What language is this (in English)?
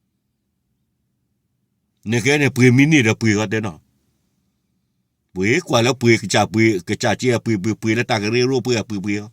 S'gaw Karen